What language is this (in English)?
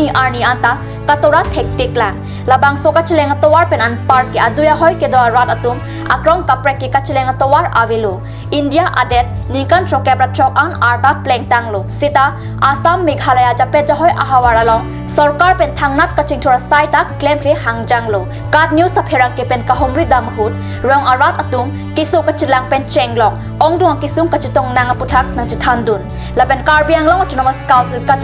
Karbi